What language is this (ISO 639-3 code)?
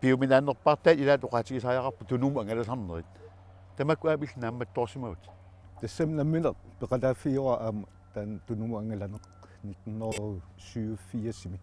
kal